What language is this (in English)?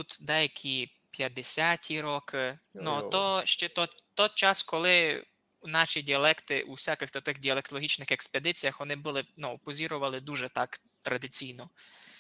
Rusyn